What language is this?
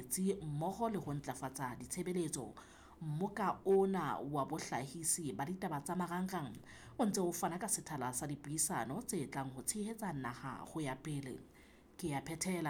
Southern Sotho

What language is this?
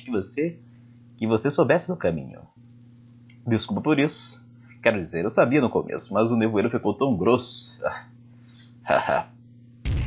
Portuguese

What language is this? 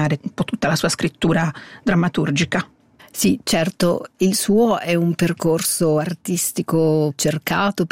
Italian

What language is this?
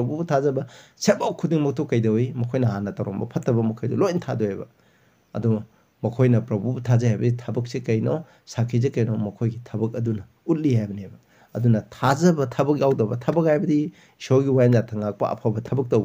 Manipuri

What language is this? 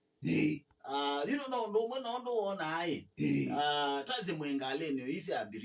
Kamba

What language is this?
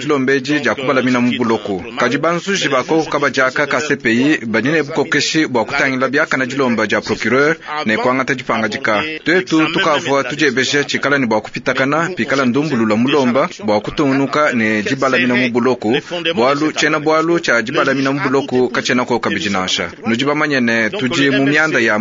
Luba-Lulua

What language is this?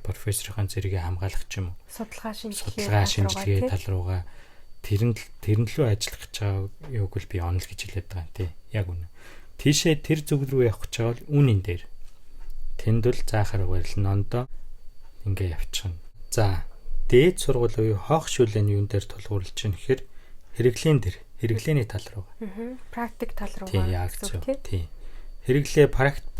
Mongolian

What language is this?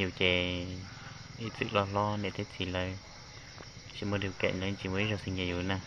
Hmong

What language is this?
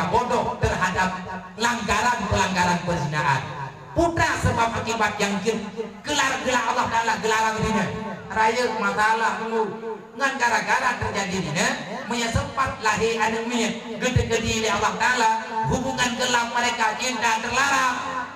Achinese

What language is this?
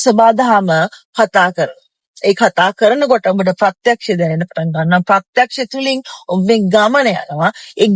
Sinhala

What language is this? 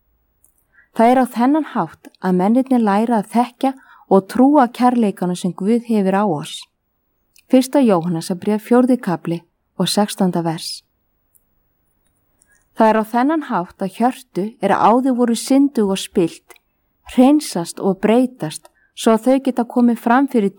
Icelandic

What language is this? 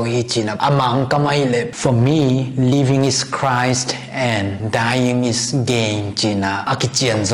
Tedim Chin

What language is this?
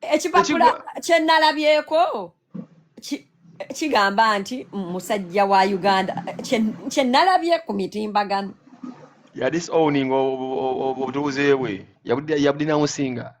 Ganda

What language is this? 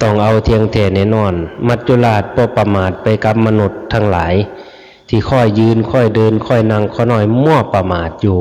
Northeastern Thai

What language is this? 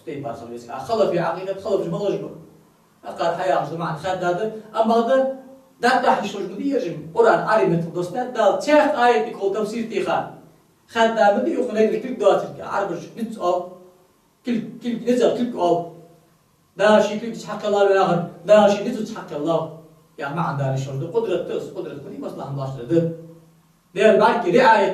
Ingush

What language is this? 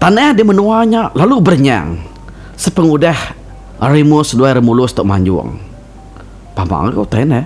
Iban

